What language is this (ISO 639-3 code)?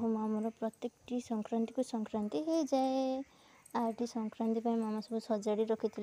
ori